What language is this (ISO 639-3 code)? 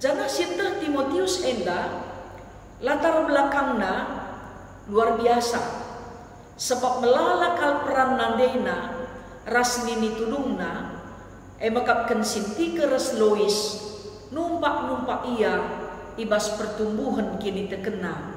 btx